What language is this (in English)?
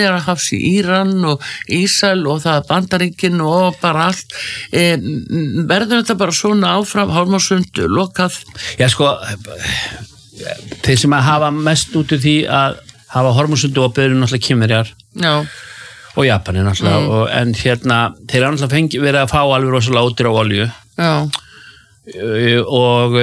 Icelandic